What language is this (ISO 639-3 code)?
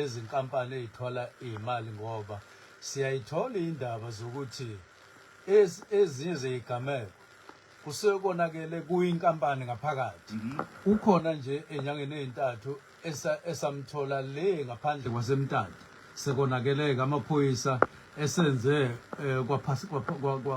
zul